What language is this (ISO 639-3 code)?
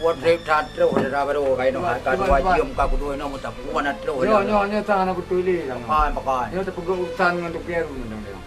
ace